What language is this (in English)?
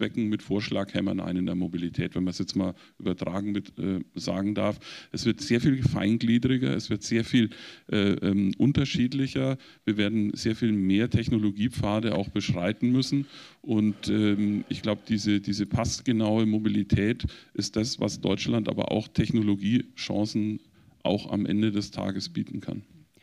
German